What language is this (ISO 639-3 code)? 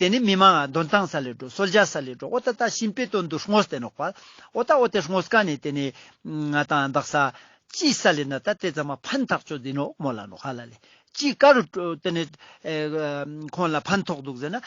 lbj